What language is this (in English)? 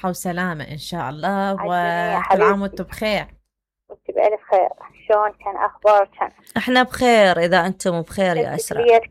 Mesopotamian Arabic